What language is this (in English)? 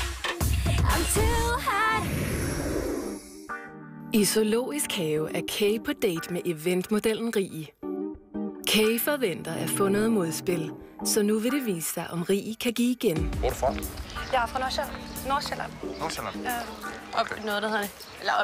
Danish